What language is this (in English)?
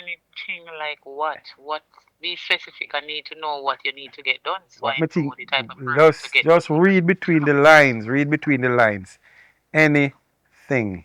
Jamaican Creole English